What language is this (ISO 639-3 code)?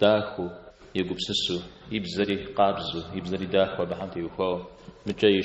kbd